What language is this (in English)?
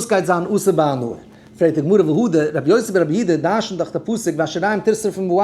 Yiddish